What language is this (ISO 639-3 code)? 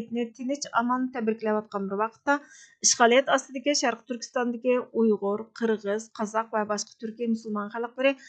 uig